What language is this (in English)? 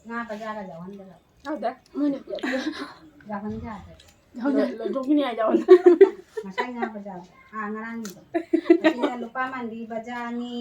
Manipuri